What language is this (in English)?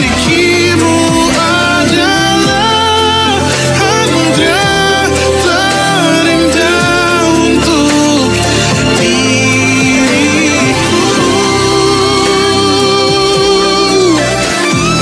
Indonesian